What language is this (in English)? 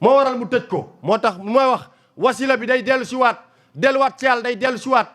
Wolof